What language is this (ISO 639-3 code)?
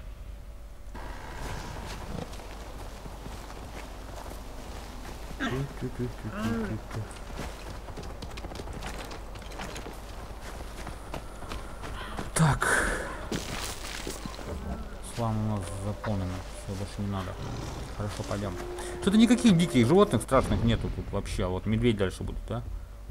rus